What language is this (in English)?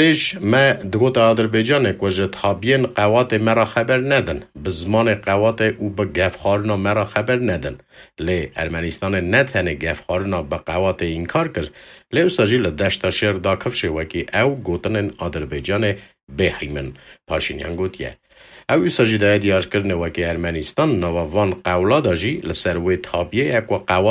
Kurdish